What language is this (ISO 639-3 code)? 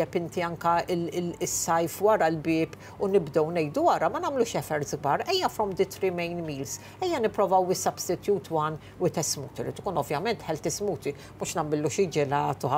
mlt